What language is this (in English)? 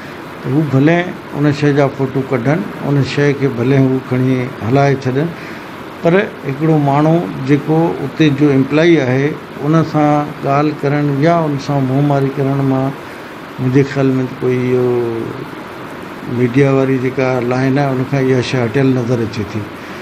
Sindhi